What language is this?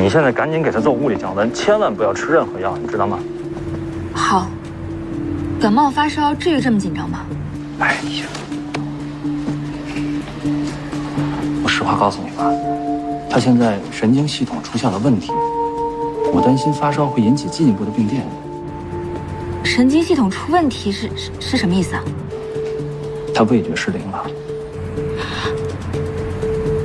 Chinese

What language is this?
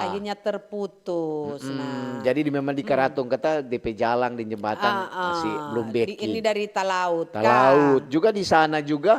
Manado Malay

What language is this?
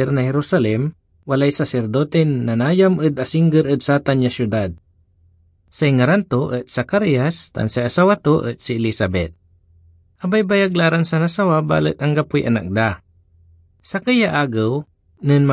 Pangasinan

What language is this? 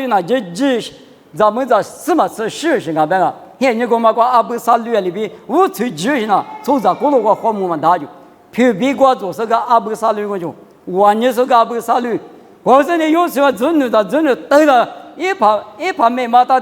Lisu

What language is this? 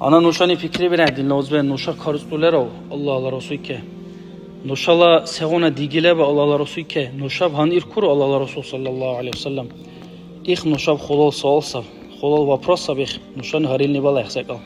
Dargwa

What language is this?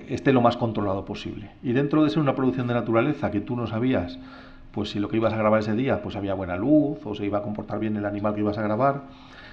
Spanish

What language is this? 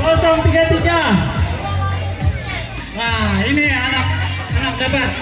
Banjar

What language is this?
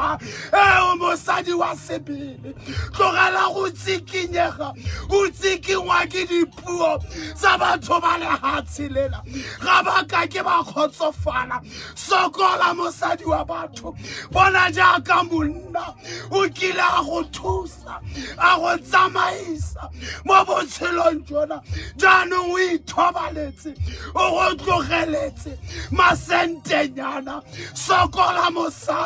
Tswana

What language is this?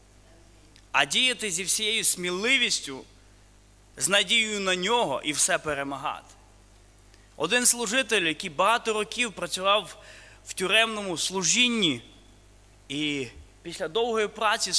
Ukrainian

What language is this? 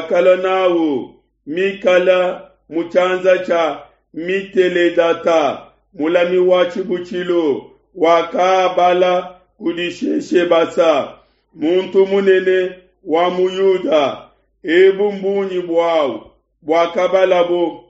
Luba-Lulua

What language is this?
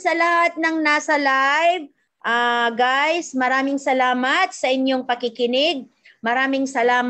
Filipino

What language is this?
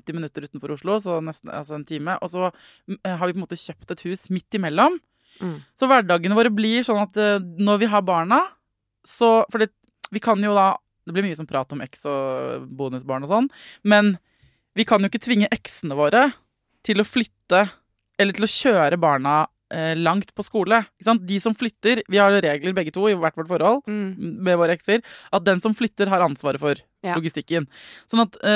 Norwegian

